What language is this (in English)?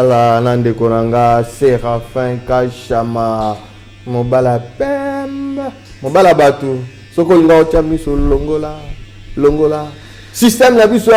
Lingala